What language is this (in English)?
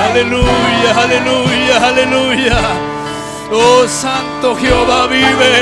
Ayacucho Quechua